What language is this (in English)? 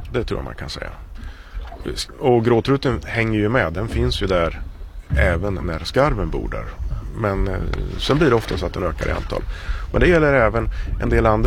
Swedish